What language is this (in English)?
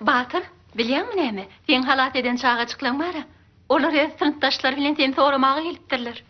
Turkmen